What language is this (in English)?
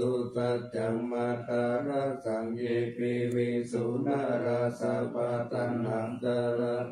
Pali